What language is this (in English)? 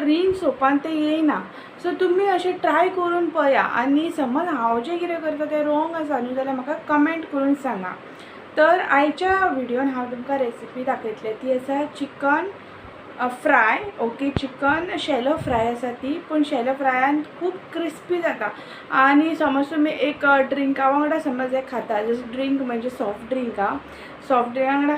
Konkani